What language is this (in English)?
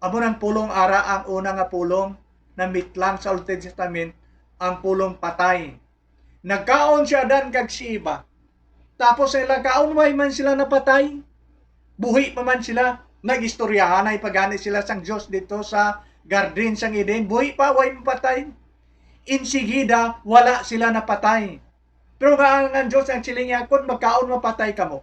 Hiligaynon